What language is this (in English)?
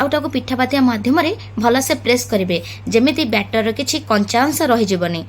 Odia